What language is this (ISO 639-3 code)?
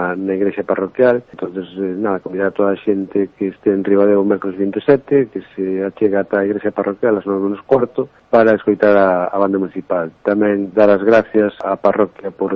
glg